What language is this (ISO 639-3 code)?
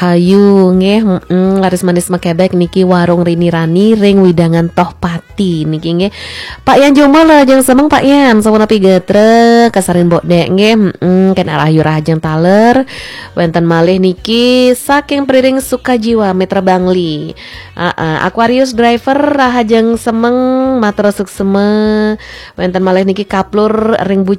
ban